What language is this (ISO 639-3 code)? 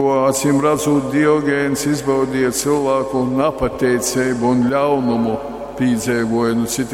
ltg